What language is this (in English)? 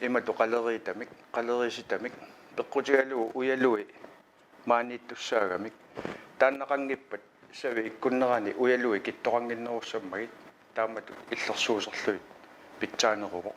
Kalaallisut